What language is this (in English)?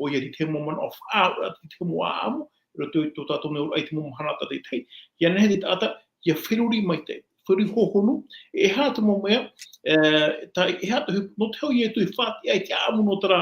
Tahitian